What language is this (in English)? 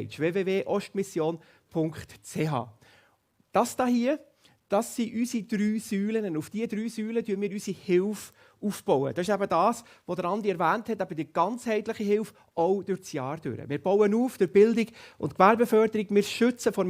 Swiss German